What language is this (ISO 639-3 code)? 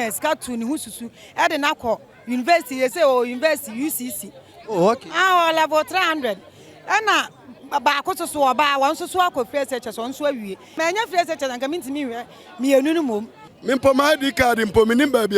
aka